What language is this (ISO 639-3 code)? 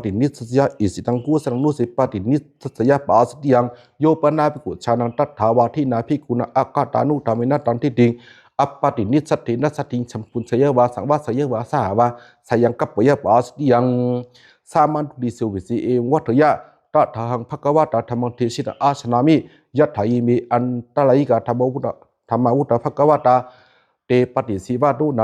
pli